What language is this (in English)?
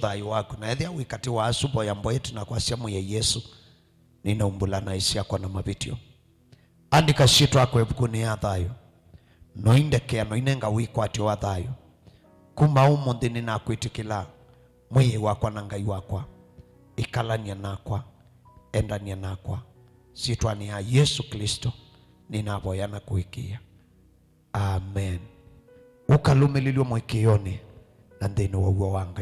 Kamba